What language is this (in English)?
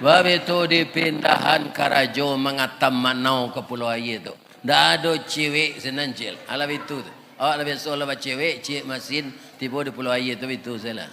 Minangkabau